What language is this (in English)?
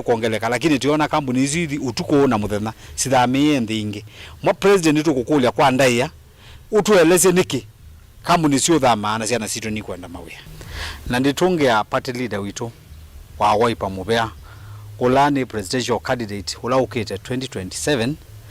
Kamba